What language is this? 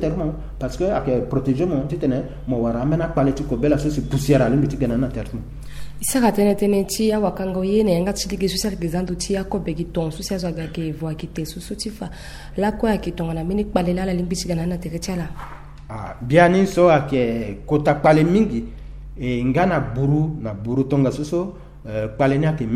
Sango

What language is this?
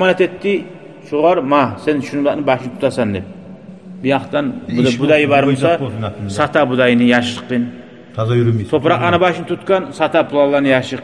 Kumyk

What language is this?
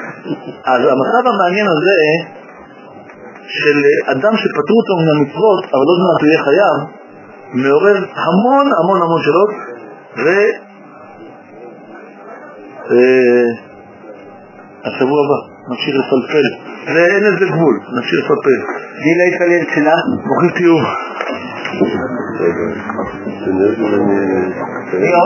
Hebrew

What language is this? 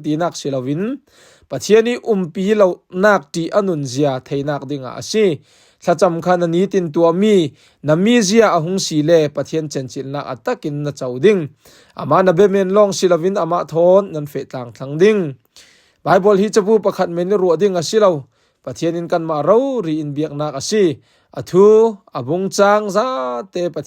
Falam Chin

